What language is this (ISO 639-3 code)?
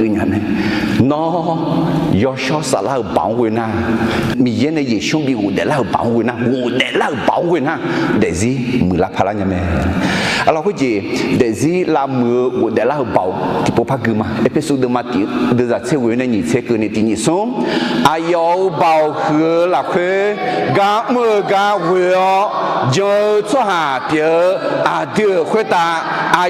ahk